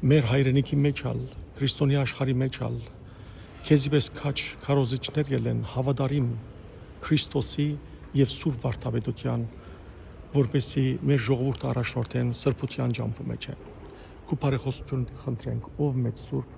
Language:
Western Armenian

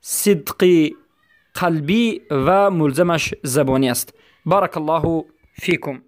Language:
Persian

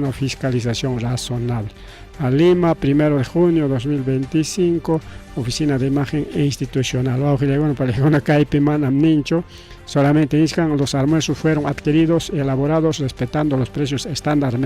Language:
Ayacucho Quechua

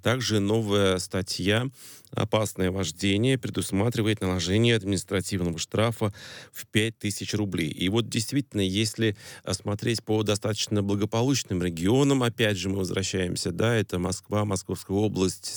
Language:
Russian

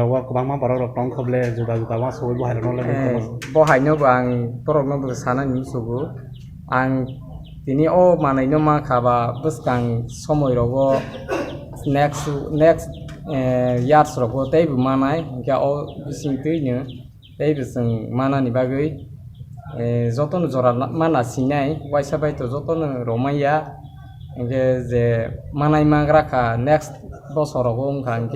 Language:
Kok Borok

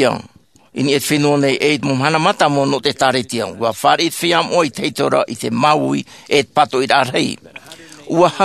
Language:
Tahitian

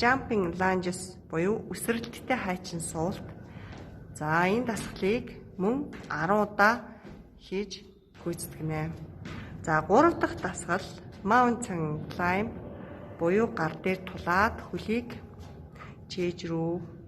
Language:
Mongolian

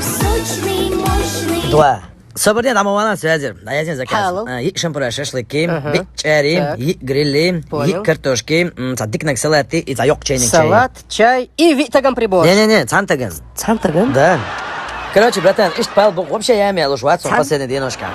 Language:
Chechen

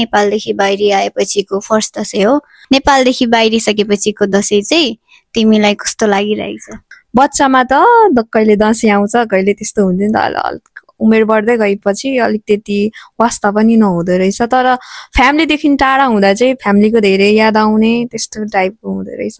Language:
Nepali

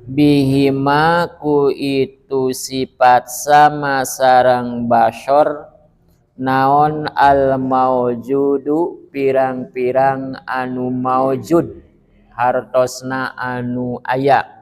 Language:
Sundanese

